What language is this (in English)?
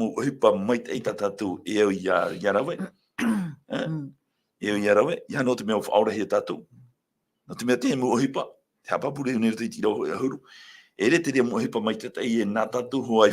Tahitian